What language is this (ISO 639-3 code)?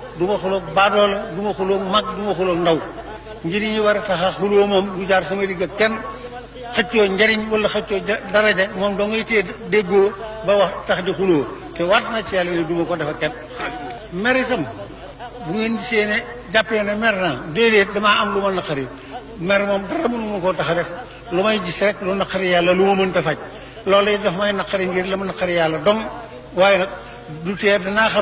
wol